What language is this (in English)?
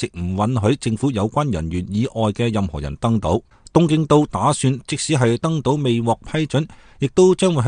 Cantonese